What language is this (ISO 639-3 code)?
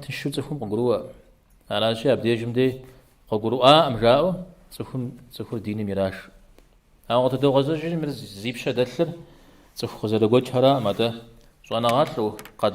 kbd